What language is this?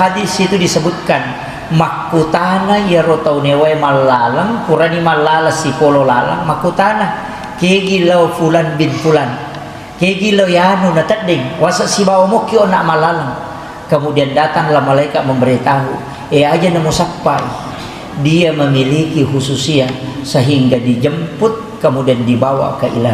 Buginese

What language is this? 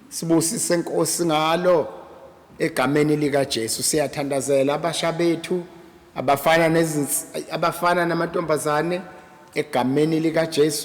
Zulu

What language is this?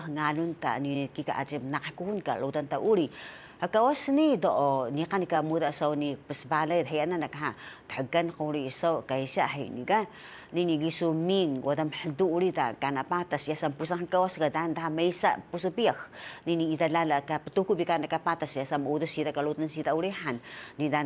Taroko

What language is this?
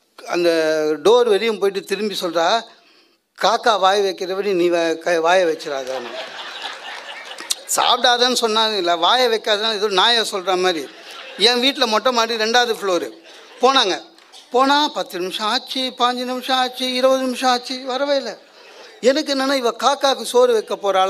Tamil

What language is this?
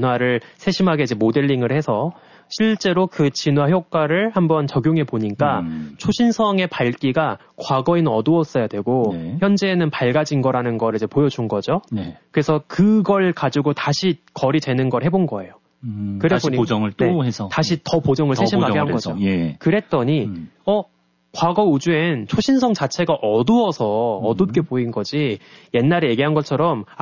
Korean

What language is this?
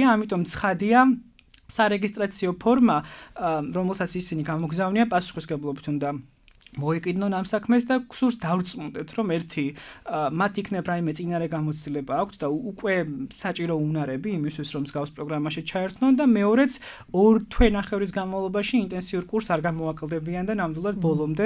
Georgian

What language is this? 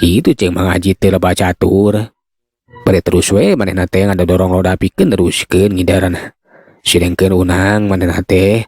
Sundanese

